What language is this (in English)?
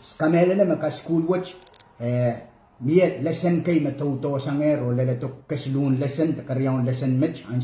Pohnpeian